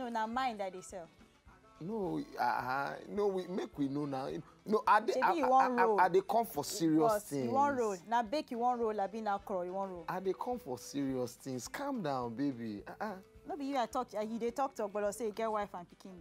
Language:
Nigerian Pidgin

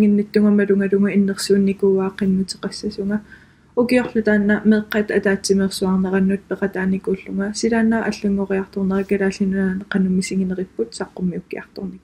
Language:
Kalaallisut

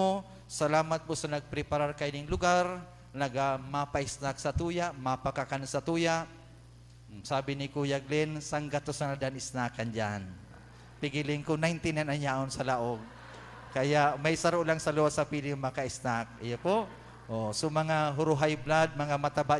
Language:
Bikol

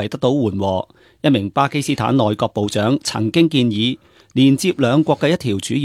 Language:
Cantonese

